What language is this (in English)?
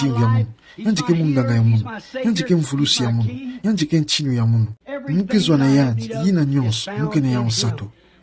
Kituba (Democratic Republic of Congo)